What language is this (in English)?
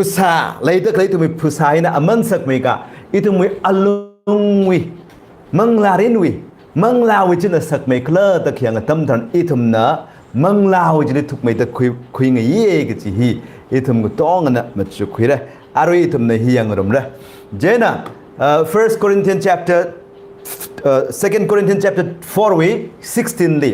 Tangkhul Naga (India)